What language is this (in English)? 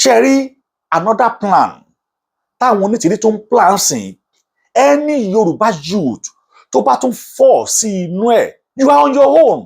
Yoruba